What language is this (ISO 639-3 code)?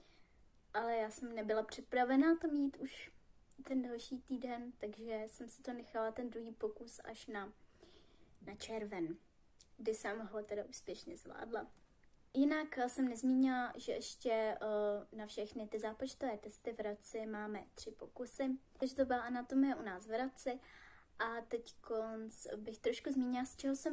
ces